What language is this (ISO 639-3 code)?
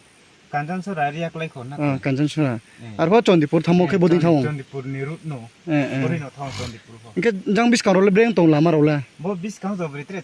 ria